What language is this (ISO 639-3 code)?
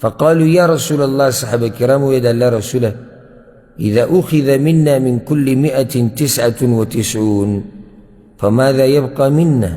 pus